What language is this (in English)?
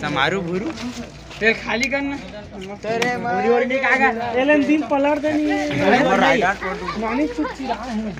Chhattisgarhi